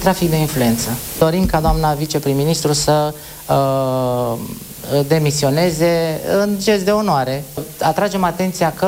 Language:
Romanian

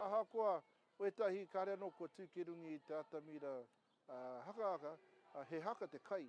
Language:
Māori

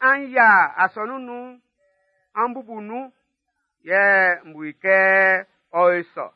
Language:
Baoulé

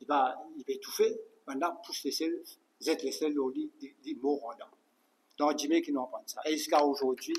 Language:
Morisyen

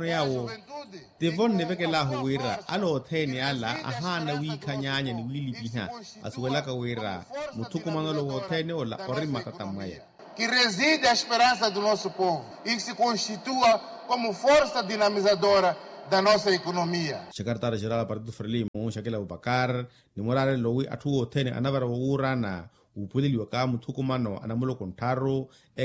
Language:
Makhuwa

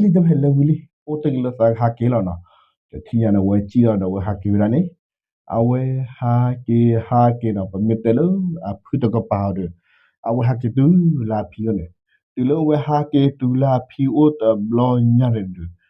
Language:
S'gaw Karen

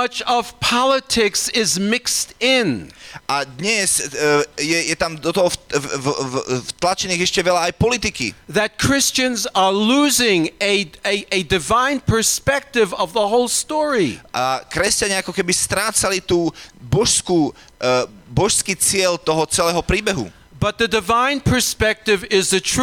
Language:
Slovak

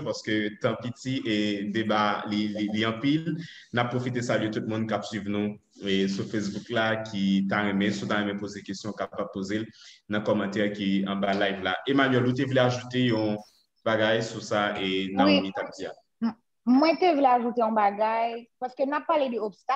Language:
Haitian Creole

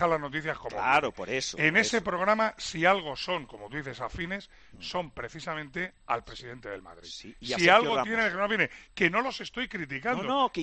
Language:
Spanish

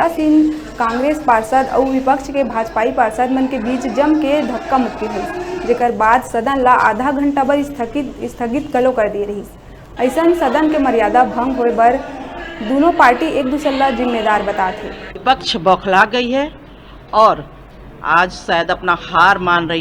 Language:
Chhattisgarhi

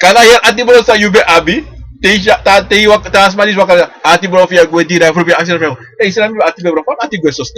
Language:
Sranan Tongo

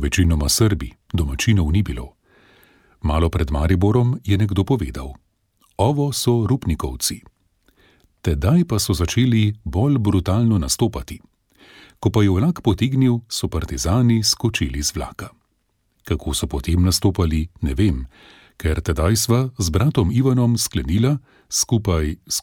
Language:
Slovenian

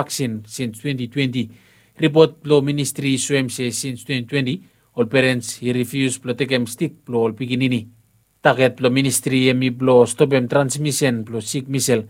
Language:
Bislama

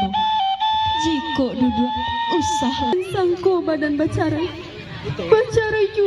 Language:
Minangkabau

